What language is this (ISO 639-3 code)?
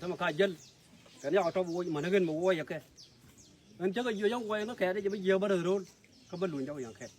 nus